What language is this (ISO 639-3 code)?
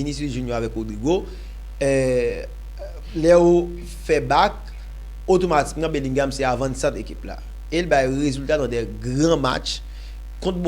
hat